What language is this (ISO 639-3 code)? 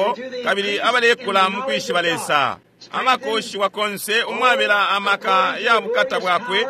bem